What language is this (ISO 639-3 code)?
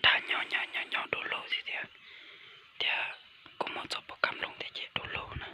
hmn